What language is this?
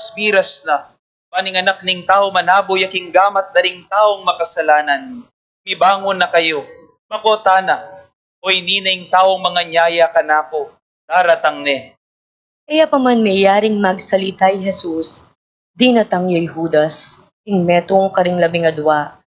Pampanga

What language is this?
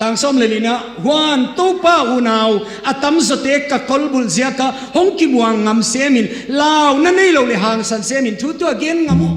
Tedim Chin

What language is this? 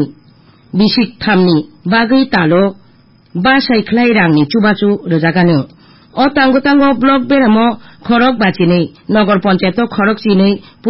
Kok Borok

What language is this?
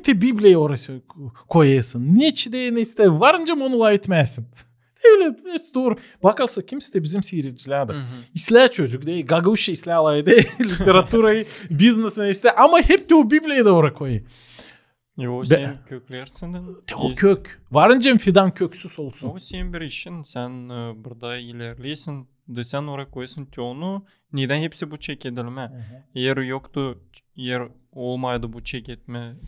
Gagauz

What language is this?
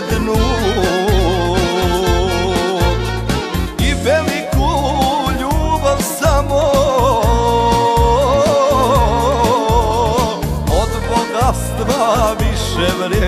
Croatian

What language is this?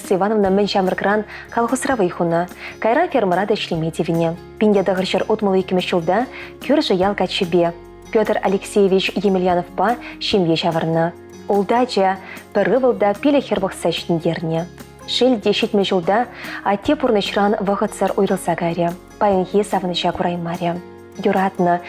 Chuvash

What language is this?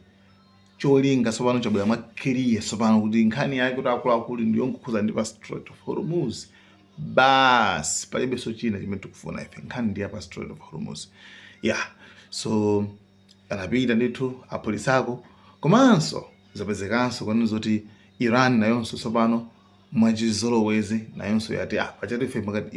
Nyanja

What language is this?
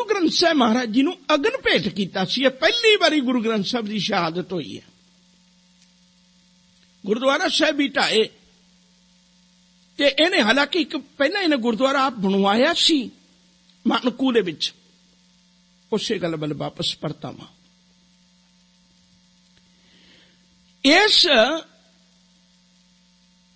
Punjabi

